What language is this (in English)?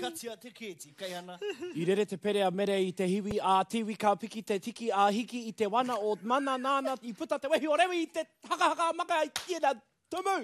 Māori